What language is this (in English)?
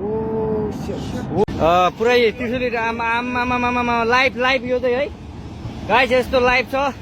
Nepali